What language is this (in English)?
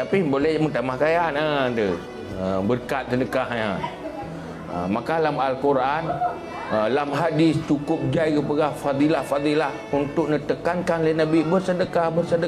Achinese